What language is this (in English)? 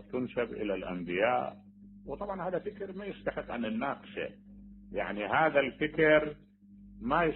Mesopotamian Arabic